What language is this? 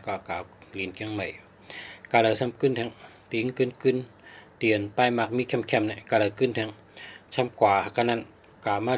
Shan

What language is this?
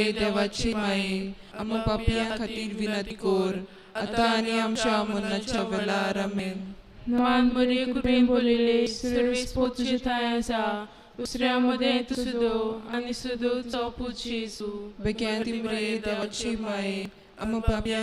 Konkani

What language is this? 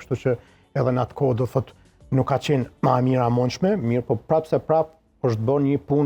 Albanian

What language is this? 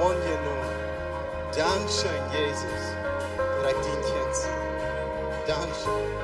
Plautdietsch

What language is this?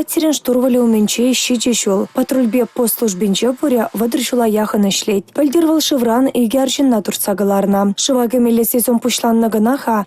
Chuvash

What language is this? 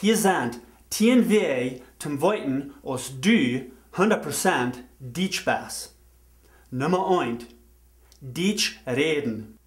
Plautdietsch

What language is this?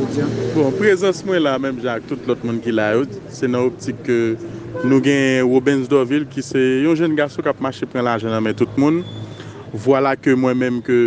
Haitian Creole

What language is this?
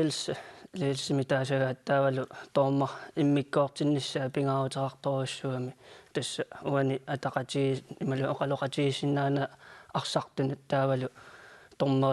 Kalaallisut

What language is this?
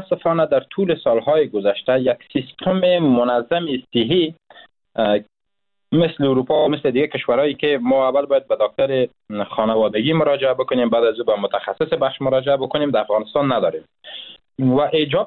Persian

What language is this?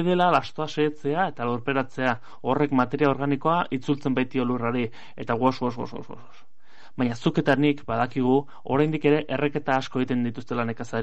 Basque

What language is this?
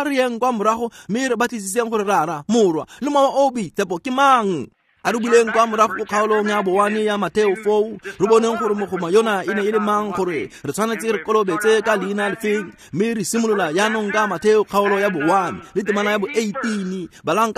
Tswana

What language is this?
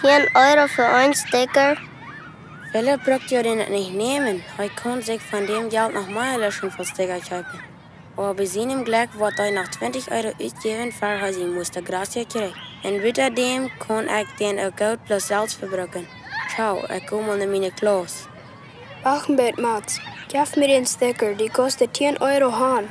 Plautdietsch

